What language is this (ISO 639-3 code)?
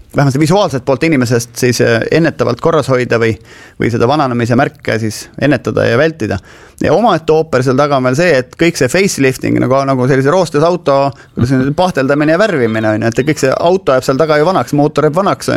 est